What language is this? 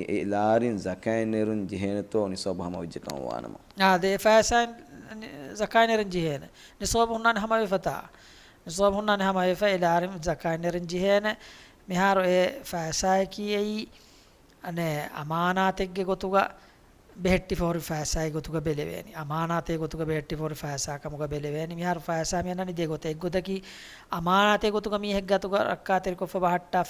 Divehi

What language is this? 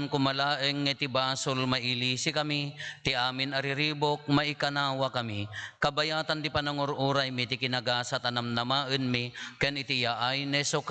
Iloko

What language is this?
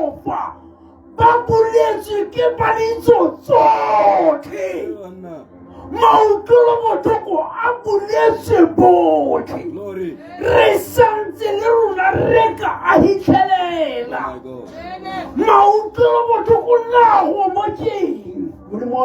Tswana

